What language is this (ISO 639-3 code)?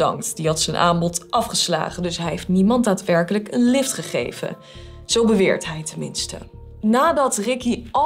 nld